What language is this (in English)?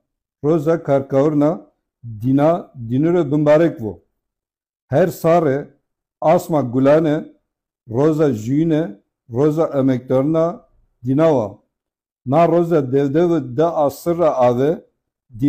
Zaza